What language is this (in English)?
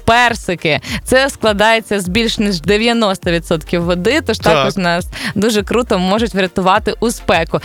Ukrainian